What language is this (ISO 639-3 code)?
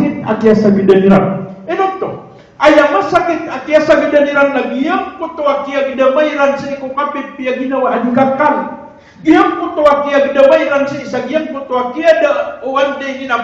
mrw